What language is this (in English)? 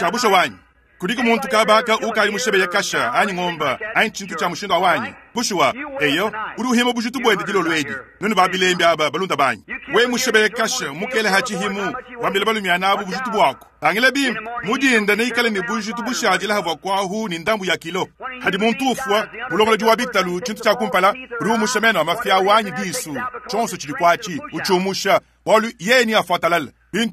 Luba-Lulua